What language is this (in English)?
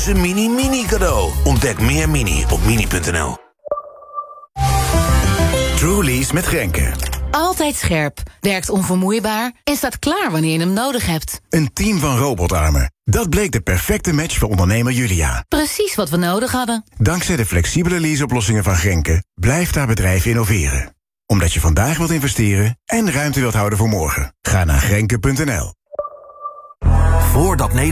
Dutch